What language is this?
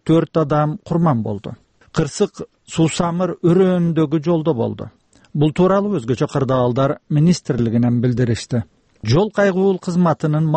Kyrgyz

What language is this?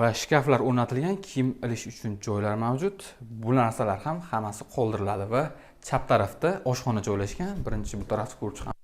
Uzbek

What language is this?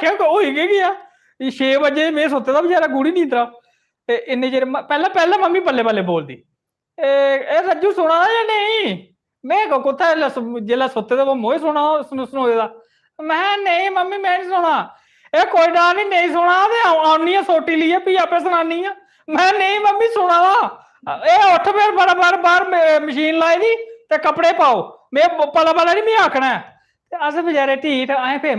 Dogri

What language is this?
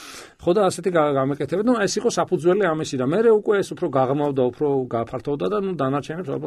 Georgian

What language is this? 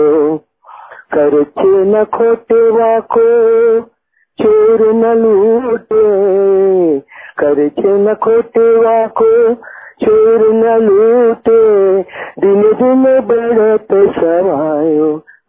Marathi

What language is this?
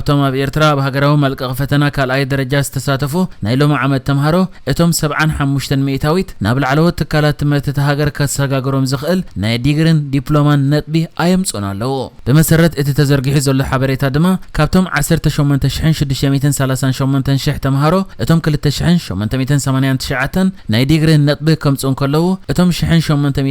Tigrinya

